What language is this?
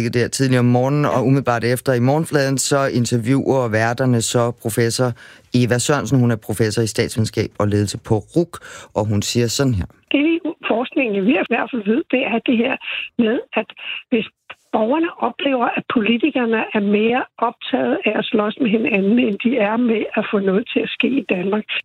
Danish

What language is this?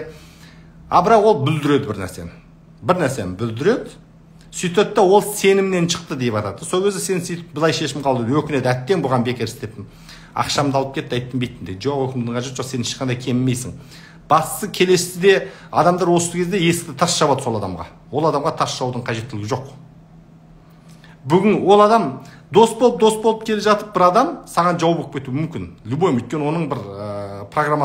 Kazakh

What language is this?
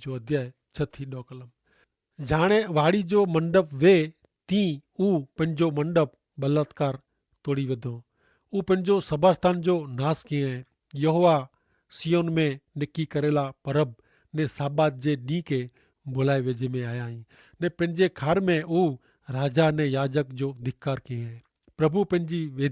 Kachhi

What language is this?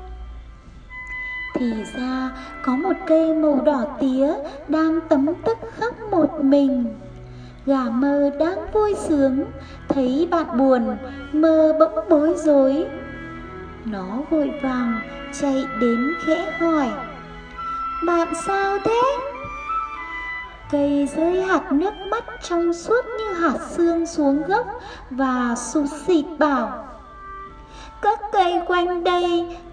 Vietnamese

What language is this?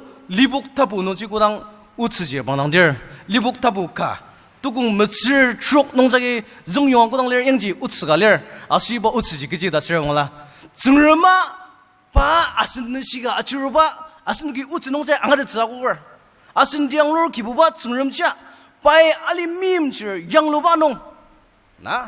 Ao Naga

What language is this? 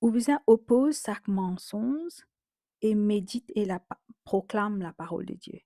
Morisyen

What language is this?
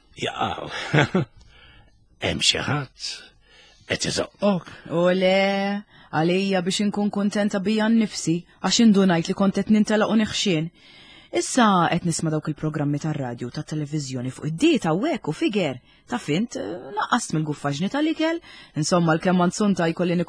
Maltese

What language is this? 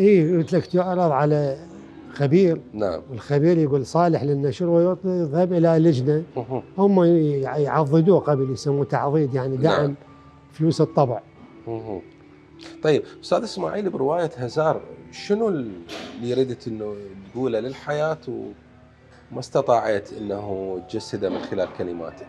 Mesopotamian Arabic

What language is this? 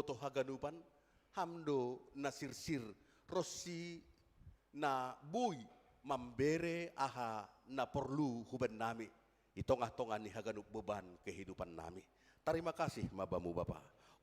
Batak Simalungun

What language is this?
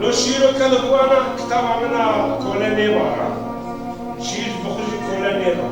Zaza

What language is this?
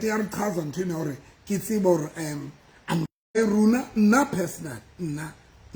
Southern Sotho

